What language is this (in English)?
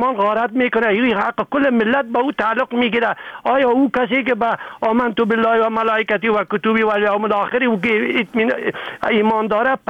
Persian